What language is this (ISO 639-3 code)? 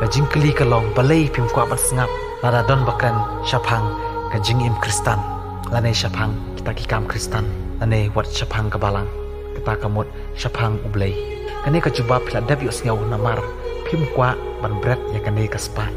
kha